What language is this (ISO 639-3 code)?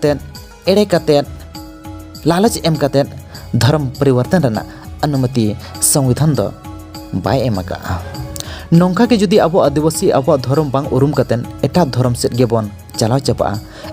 sat